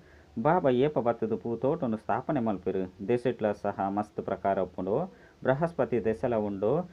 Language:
Tulu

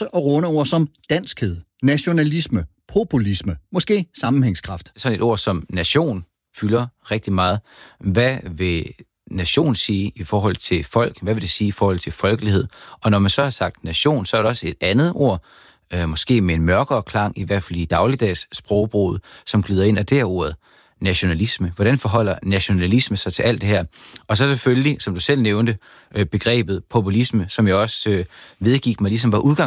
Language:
Danish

